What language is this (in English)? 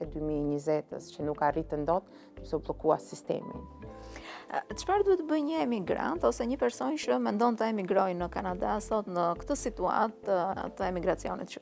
Albanian